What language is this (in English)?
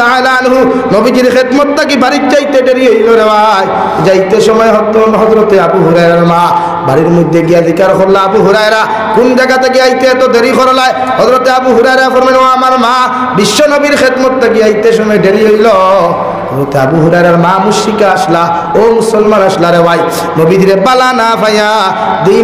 Sylheti